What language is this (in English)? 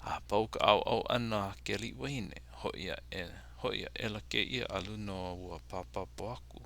Hawaiian